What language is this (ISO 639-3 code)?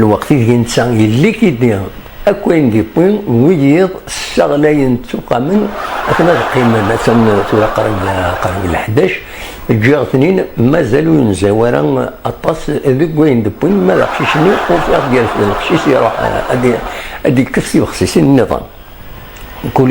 kab